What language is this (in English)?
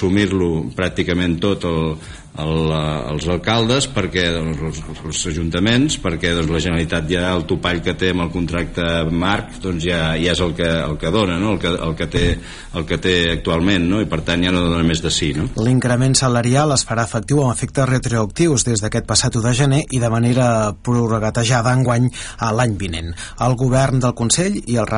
Catalan